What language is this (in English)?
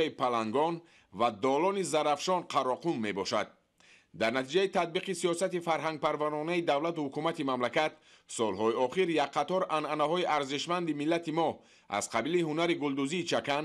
Tajik